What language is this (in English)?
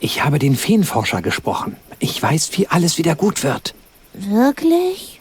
Bavarian